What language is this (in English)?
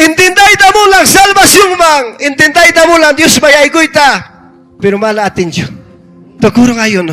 Ayacucho Quechua